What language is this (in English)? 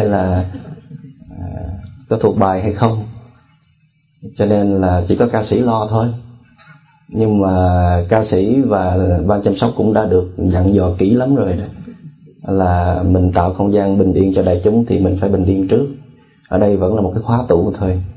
Vietnamese